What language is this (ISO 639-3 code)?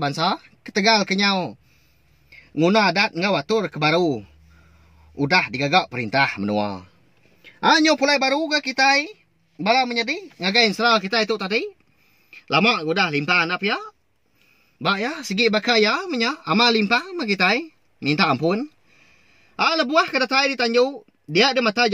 iba